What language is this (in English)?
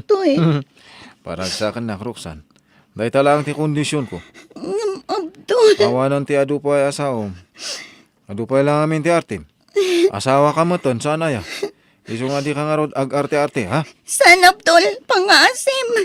Iloko